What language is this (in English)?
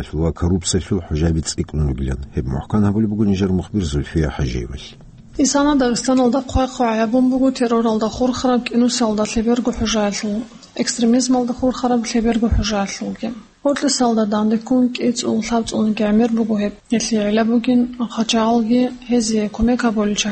Avaric